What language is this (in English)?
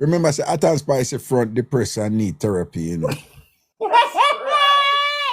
Jamaican Creole English